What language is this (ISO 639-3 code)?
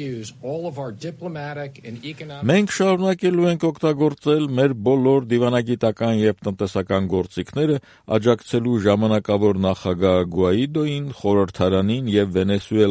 hye